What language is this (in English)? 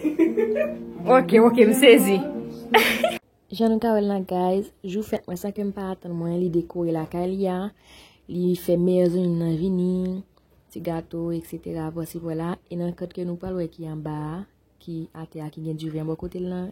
Haitian Creole